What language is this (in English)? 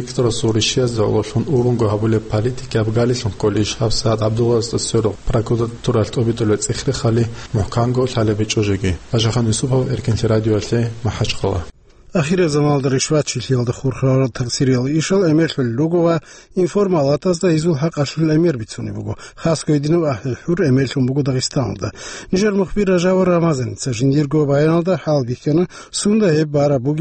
Avaric